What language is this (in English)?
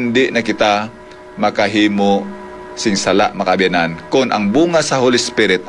Hiligaynon